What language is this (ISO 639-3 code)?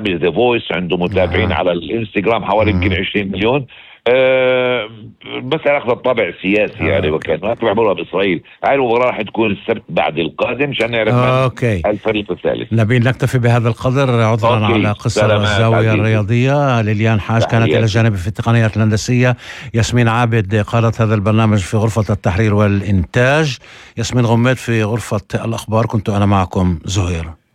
apc